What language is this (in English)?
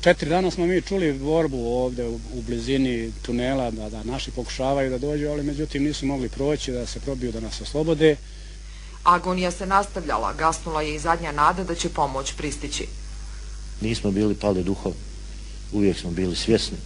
Bosnian